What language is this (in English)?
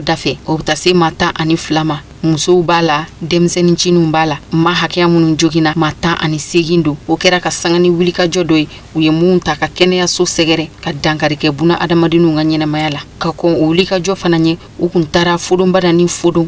Bambara